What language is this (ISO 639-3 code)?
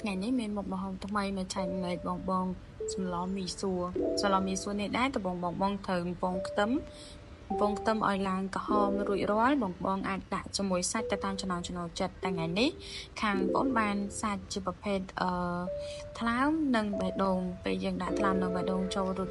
khm